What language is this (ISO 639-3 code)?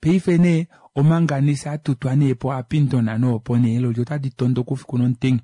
kua